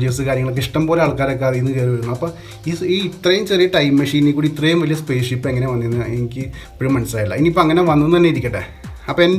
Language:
Malayalam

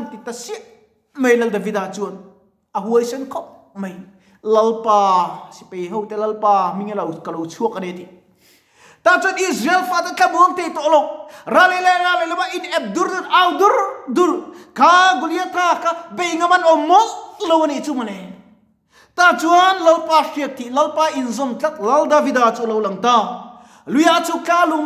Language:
Mizo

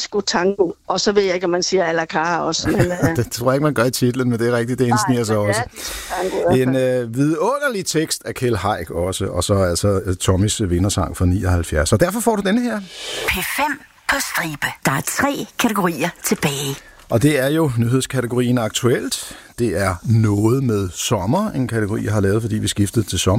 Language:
Danish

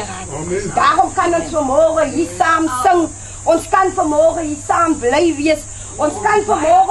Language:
Afrikaans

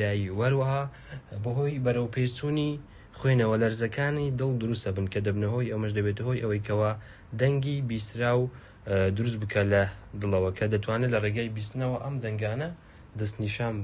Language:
Central Kurdish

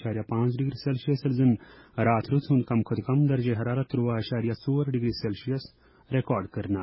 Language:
Kashmiri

